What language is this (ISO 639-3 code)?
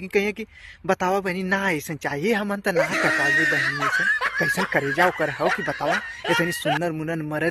bho